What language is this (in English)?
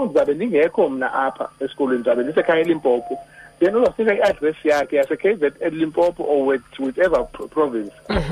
Xhosa